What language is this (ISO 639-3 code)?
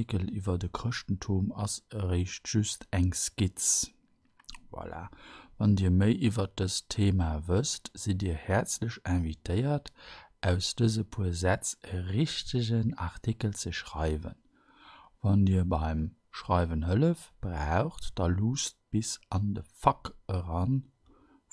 ltz